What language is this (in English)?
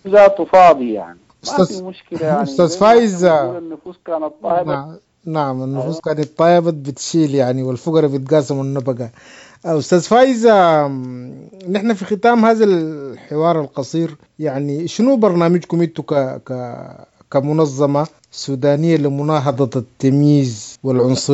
Sudanese Arabic